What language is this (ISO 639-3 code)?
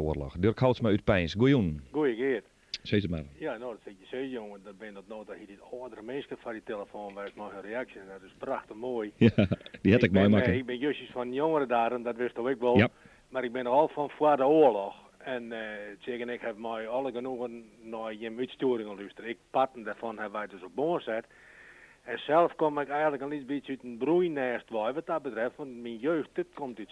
fry